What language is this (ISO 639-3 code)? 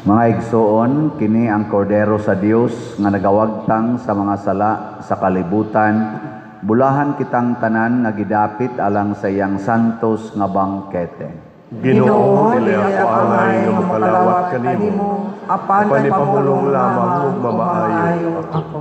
ceb